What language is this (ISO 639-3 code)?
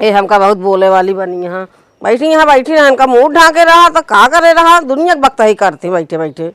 awa